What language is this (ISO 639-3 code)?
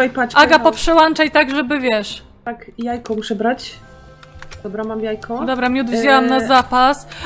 pol